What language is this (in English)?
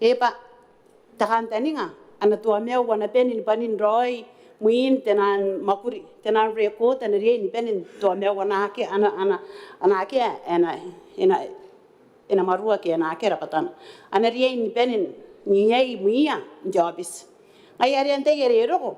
Gilbertese